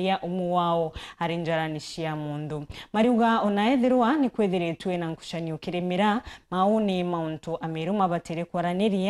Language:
Meru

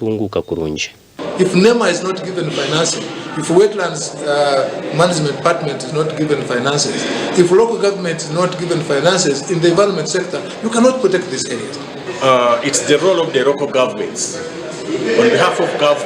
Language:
Nyankole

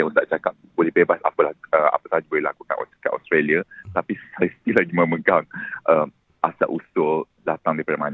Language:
Malay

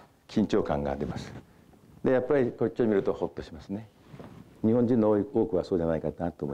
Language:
Japanese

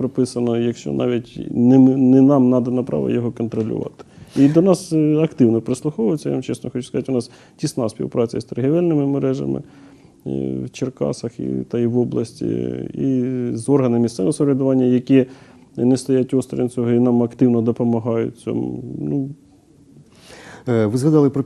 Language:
Ukrainian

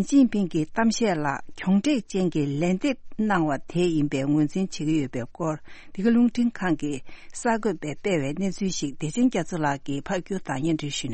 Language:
Tibetan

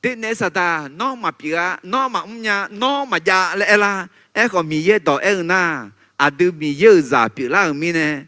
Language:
Akha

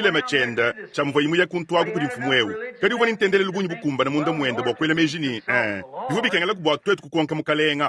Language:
Luba-Lulua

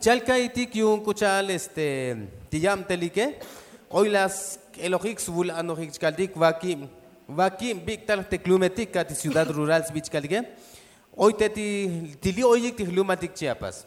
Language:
Tzotzil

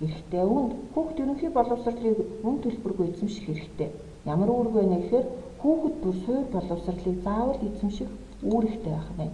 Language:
Mongolian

